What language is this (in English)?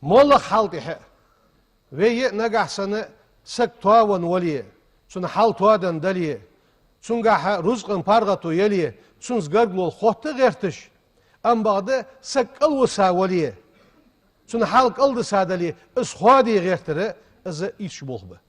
Ingush